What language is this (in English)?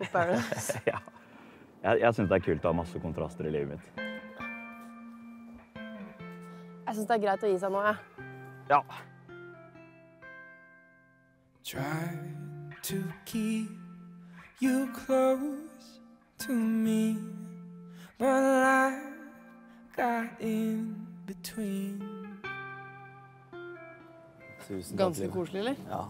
Norwegian